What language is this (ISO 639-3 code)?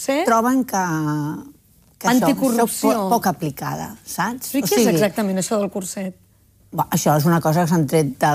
cat